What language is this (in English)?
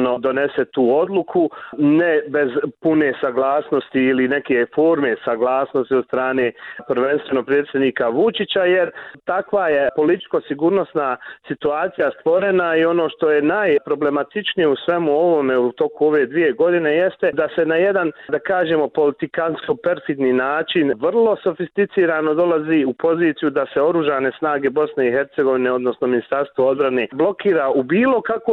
Bosnian